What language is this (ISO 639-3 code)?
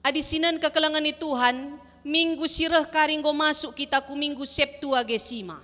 btx